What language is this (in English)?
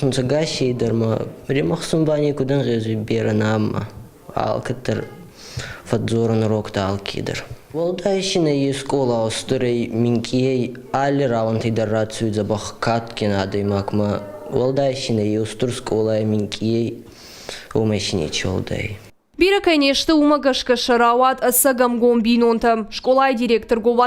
Ossetic